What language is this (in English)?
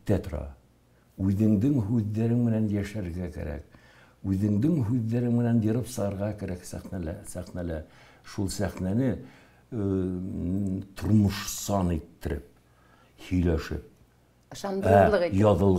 Bashkir